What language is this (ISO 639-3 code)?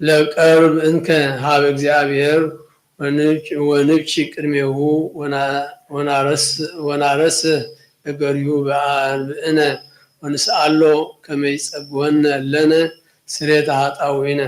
gez